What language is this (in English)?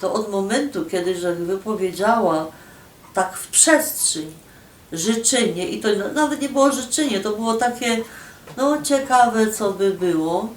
Silesian